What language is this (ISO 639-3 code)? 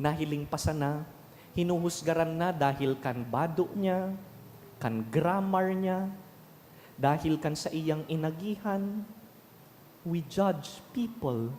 bik